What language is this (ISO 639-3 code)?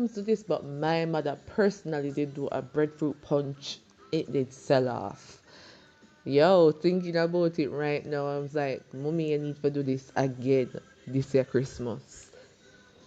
jam